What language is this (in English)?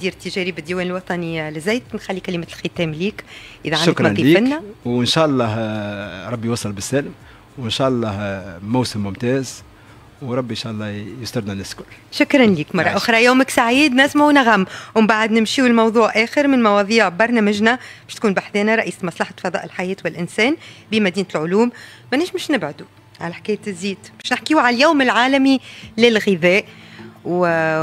Tunisian Arabic